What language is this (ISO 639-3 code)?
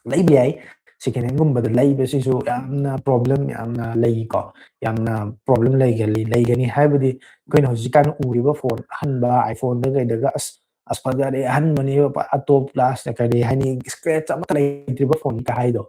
mni